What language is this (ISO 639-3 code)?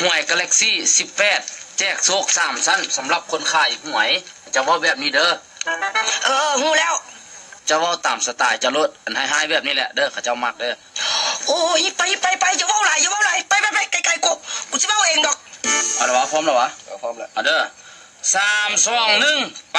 lao